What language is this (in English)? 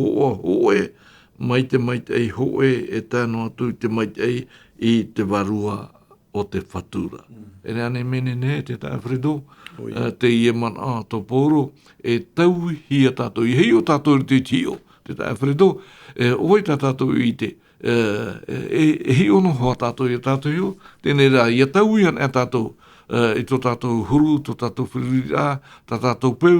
Tahitian